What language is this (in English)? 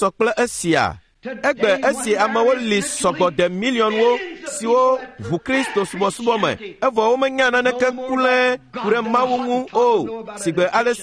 Ewe